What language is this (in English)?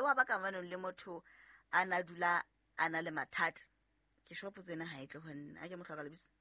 Southern Sotho